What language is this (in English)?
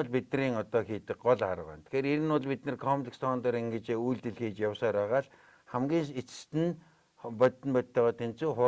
Mongolian